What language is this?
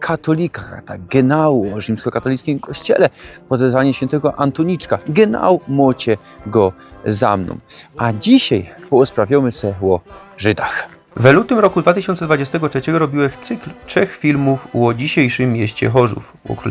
Silesian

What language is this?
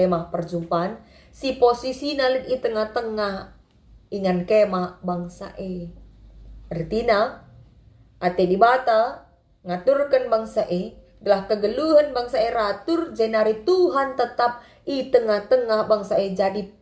Batak Karo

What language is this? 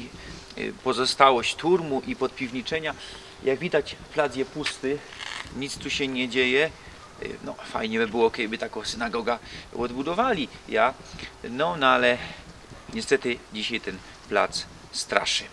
Silesian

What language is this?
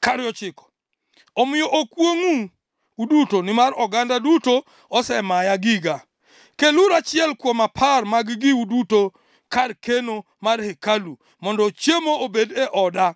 Luo (Kenya and Tanzania)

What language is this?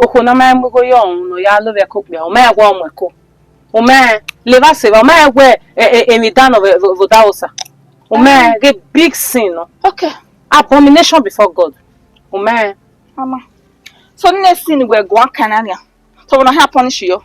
Bini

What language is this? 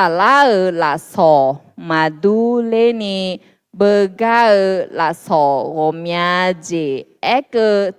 Akha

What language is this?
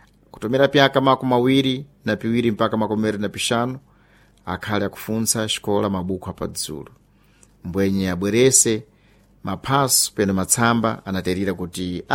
Sena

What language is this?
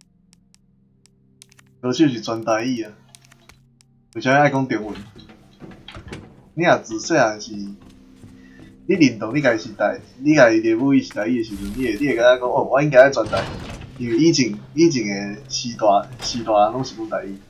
Min Nan Chinese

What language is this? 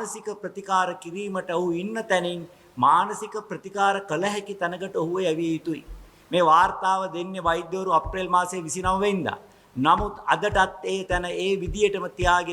Sinhala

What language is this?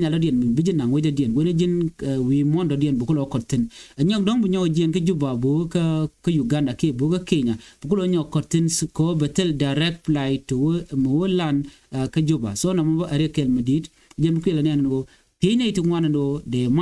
Nuer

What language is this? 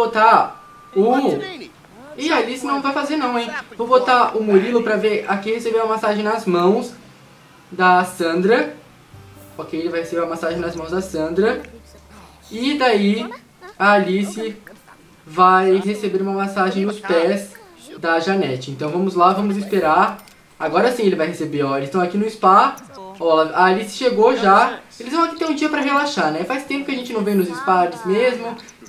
Portuguese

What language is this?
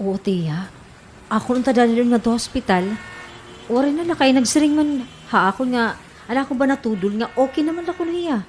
Waray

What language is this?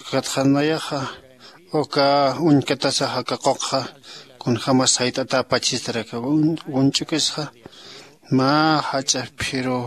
Aymara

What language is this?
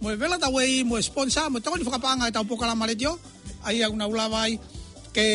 Tongan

